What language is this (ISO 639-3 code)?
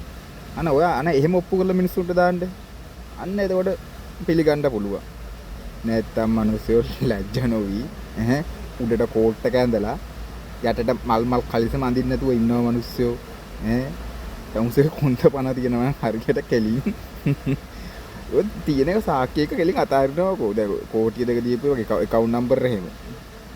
sin